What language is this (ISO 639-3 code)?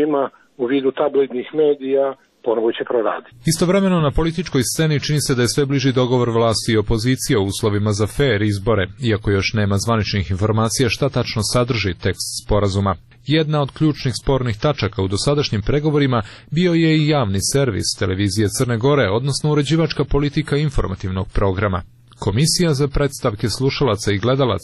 srp